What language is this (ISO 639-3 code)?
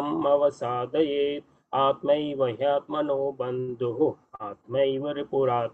san